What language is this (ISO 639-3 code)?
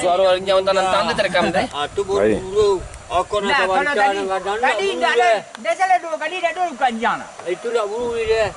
min